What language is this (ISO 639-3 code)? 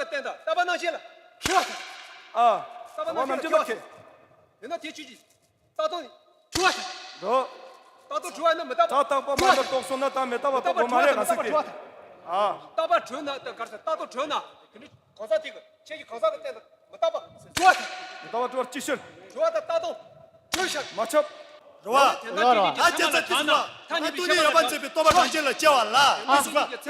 bod